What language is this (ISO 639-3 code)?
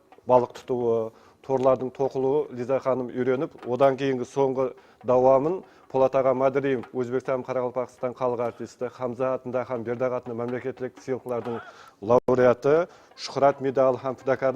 kaa